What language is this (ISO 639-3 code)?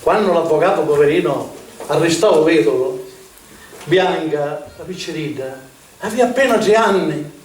scn